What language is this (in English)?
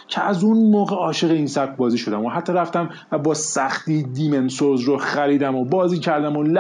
Persian